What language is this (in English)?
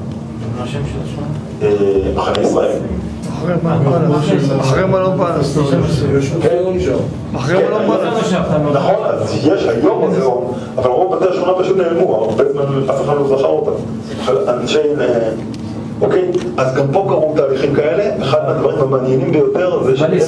Hebrew